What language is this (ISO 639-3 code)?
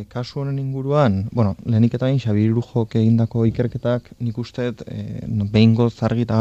eus